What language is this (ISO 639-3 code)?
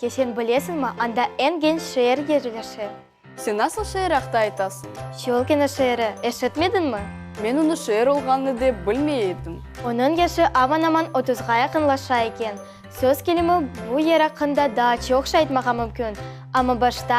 crh